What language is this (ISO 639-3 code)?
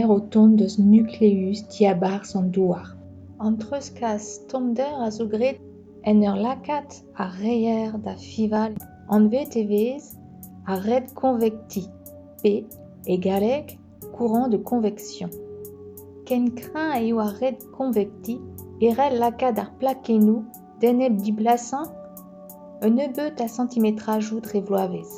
bre